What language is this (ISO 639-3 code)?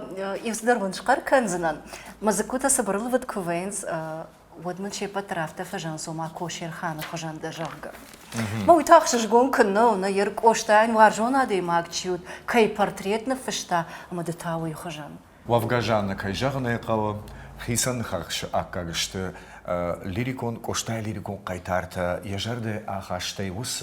oss